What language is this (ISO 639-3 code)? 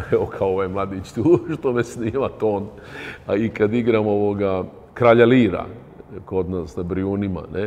srp